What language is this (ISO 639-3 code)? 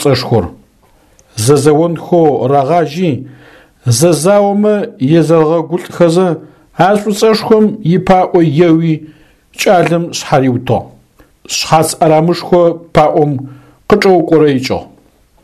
ady